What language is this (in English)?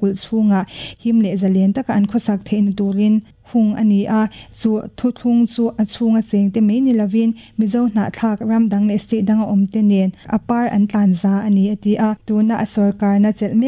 Mizo